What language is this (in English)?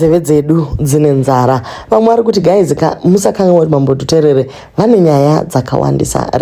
Shona